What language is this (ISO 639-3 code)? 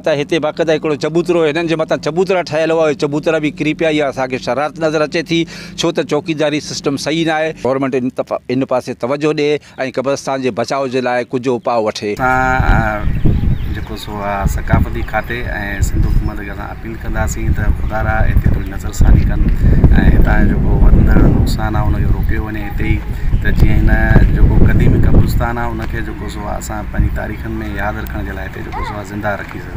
snd